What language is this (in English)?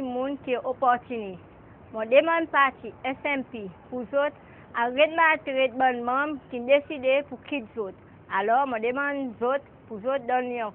Seselwa Creole French